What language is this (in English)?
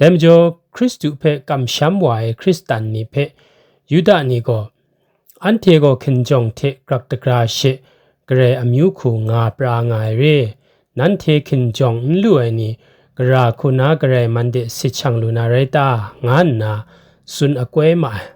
Kachin